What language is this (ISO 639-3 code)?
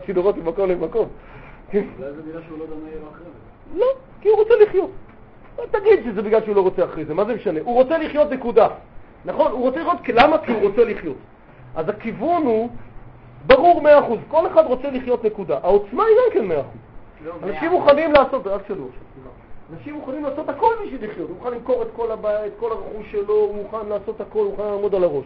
heb